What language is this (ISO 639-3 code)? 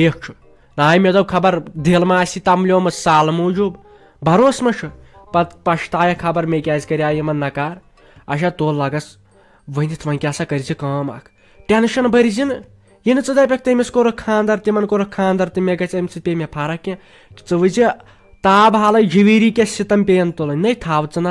kas